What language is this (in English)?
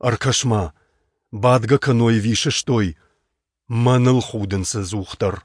Ossetic